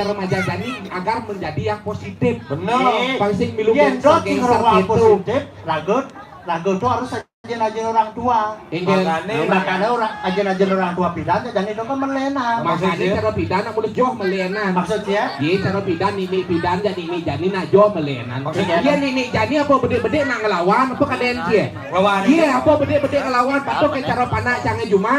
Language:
Balinese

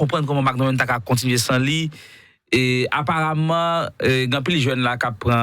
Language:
Haitian Creole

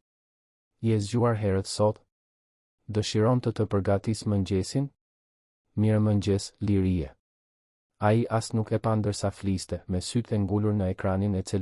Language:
Albanian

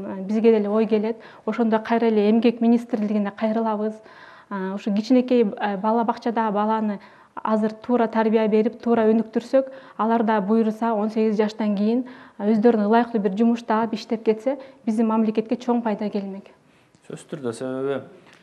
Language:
Kyrgyz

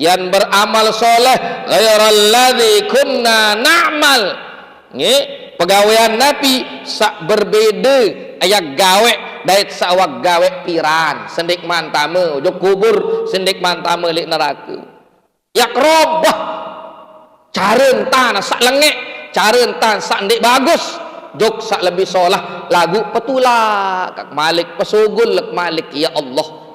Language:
Sasak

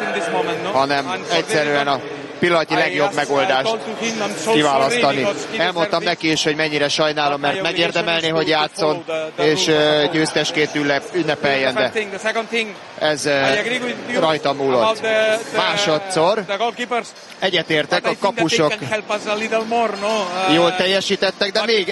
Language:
Hungarian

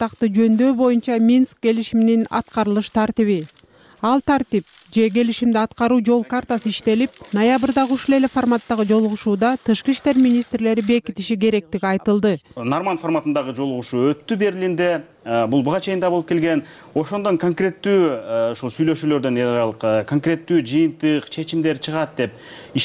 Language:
Kyrgyz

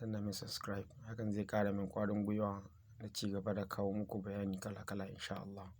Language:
Hausa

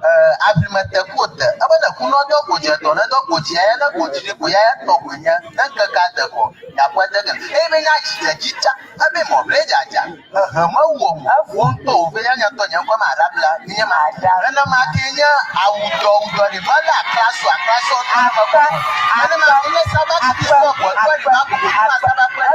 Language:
Ewe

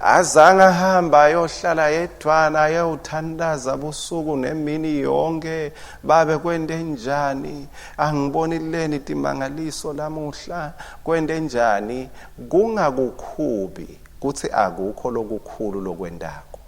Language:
Swati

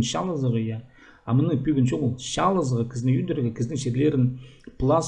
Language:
Khakas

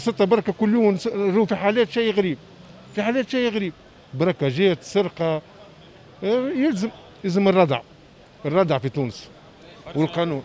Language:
Tunisian Arabic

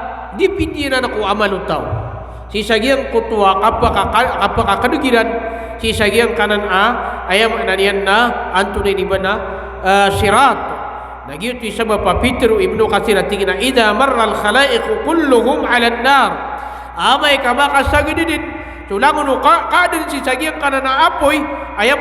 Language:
Maranao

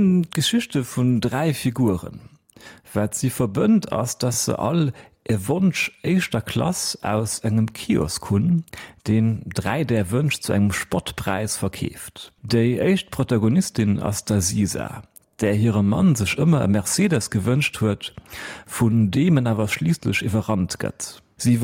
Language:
Luxembourgish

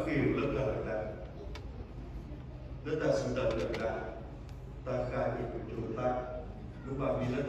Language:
S'gaw Karen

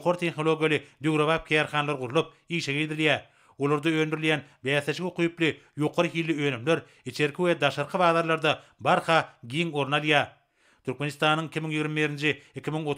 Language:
Turkmen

